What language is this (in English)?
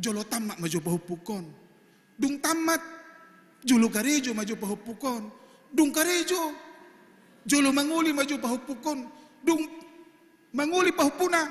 Batak Toba